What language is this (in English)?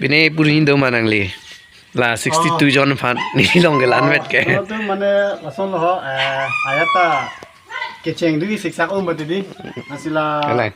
Karbi